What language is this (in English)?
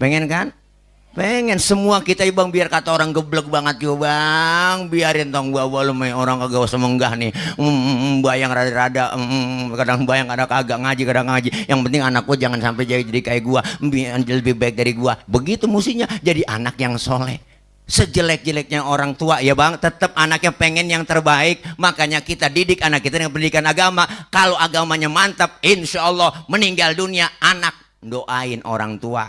Betawi